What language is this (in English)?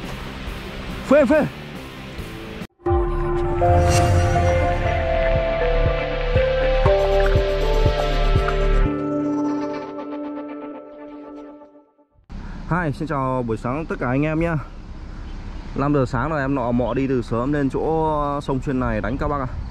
Vietnamese